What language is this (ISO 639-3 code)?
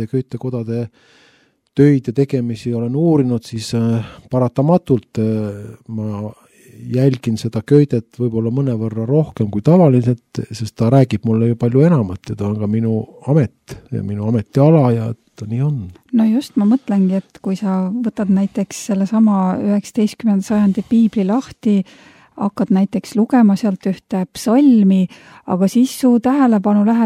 est